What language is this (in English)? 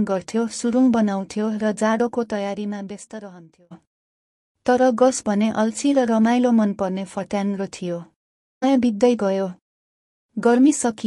Nepali